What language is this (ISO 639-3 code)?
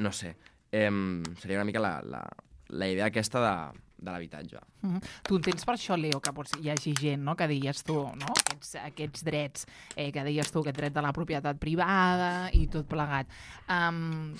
cat